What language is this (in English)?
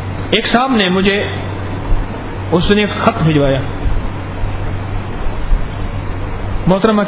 Urdu